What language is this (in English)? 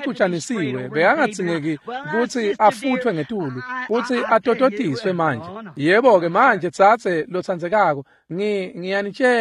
Swati